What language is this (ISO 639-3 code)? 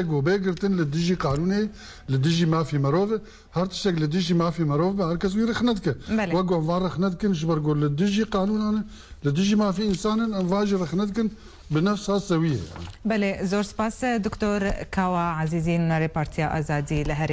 kur